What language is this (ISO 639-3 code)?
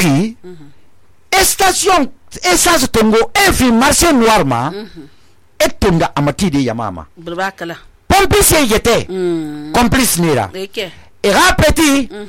sus